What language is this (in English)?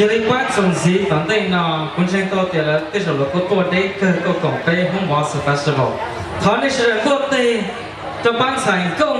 Hmong